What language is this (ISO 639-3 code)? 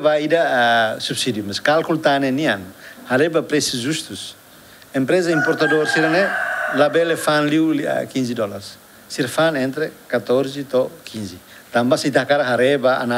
tet